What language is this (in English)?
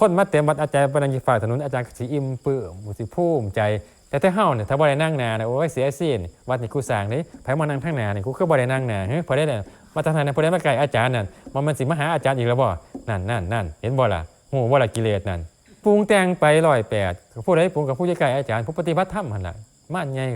Northeastern Thai